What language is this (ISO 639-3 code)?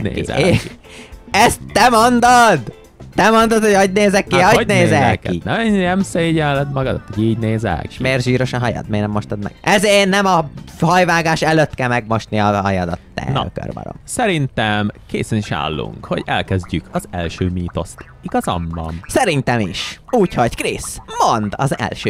hun